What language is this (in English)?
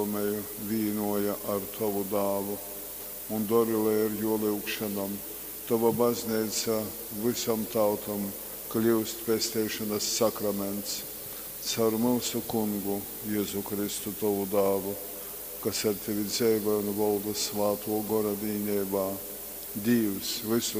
Latgalian